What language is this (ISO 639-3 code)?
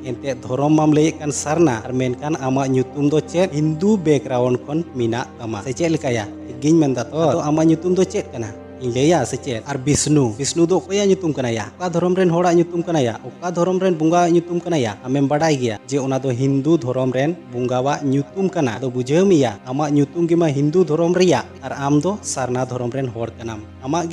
sat